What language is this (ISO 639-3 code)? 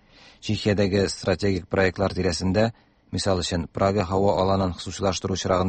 tat